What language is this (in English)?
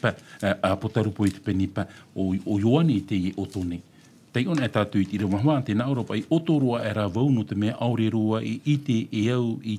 Tahitian